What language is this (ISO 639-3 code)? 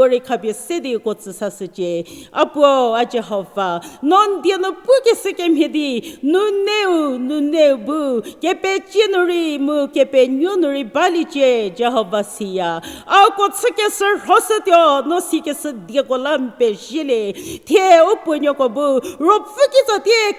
njm